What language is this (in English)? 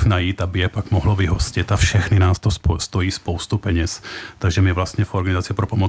Czech